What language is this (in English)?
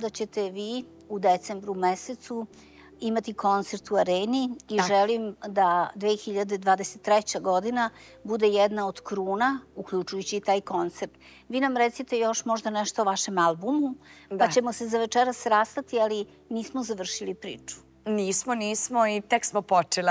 Serbian